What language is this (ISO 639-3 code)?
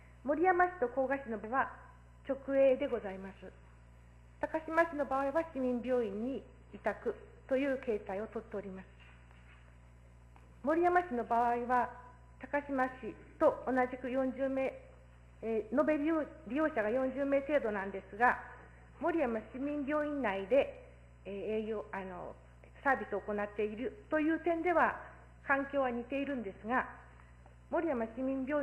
jpn